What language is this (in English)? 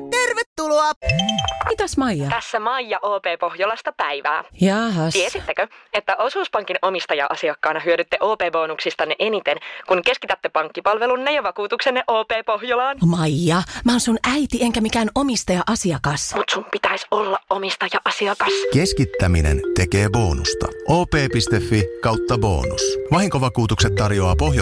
Finnish